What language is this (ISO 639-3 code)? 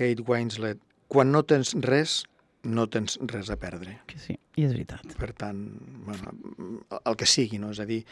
cat